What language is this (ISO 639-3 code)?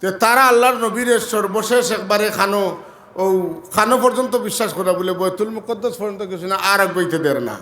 syl